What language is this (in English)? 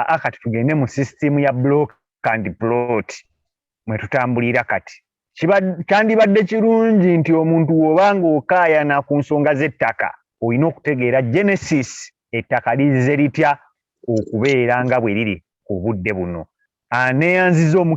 Ganda